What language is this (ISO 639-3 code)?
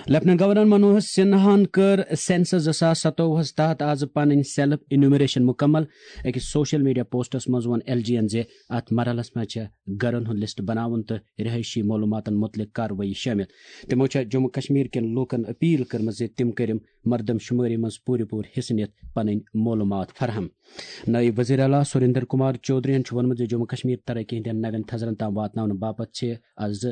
kas